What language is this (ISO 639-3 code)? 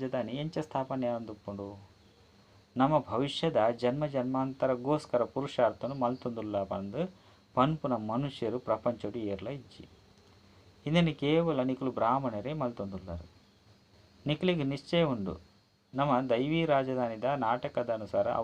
tcy